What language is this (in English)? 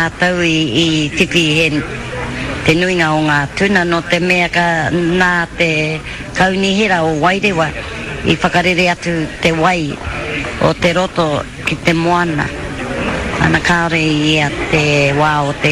Māori